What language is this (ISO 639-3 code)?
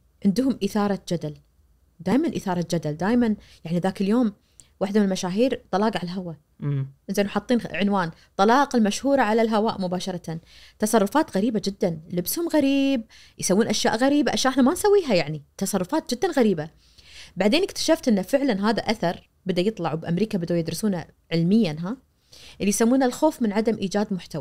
ars